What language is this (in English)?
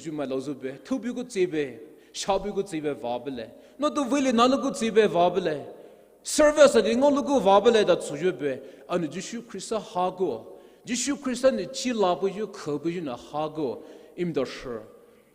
Poumei Naga